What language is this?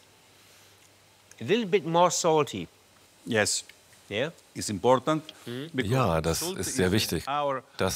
German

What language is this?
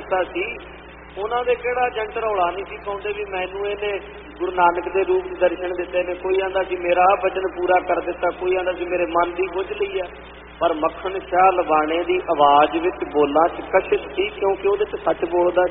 Punjabi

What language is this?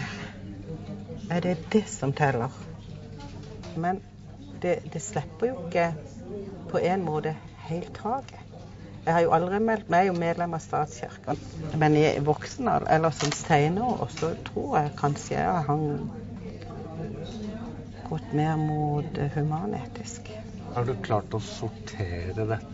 Norwegian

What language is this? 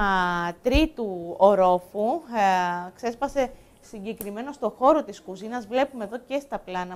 Greek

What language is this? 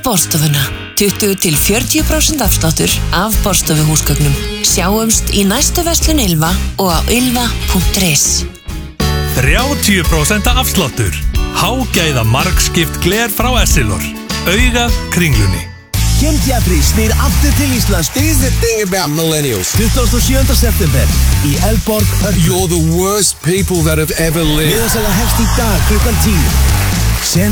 Icelandic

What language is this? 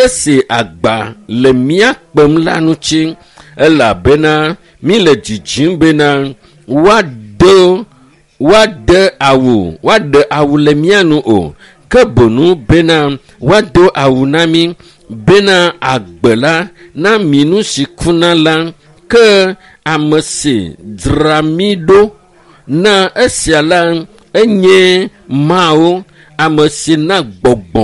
Ewe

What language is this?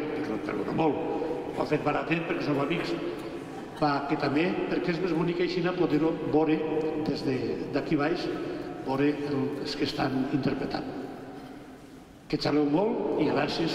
Catalan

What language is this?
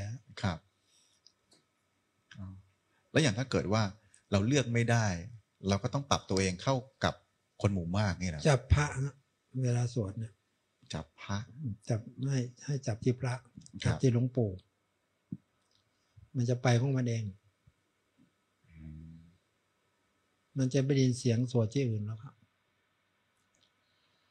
Thai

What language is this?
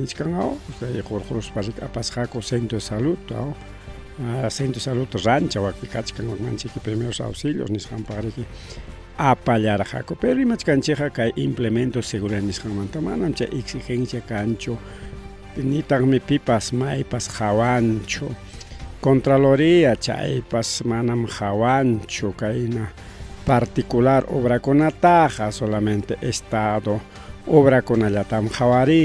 Ayacucho Quechua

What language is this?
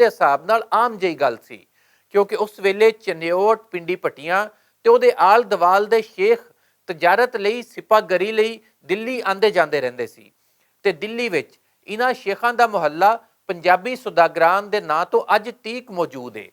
Western Panjabi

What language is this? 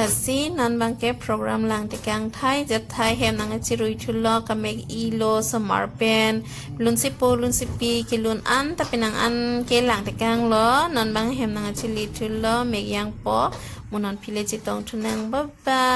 Karbi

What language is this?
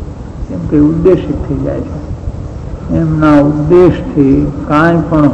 Gujarati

